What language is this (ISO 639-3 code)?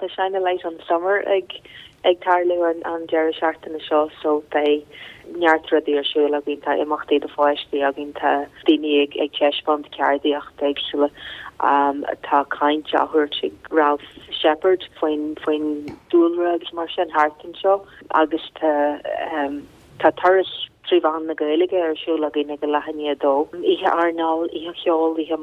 gle